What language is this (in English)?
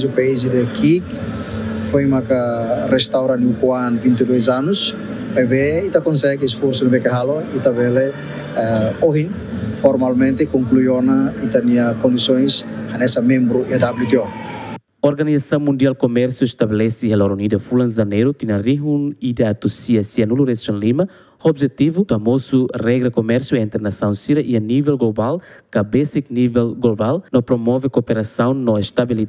Tetum